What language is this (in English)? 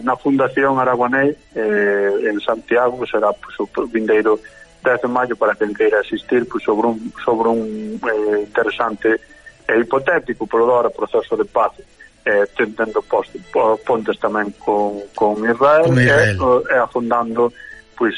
Galician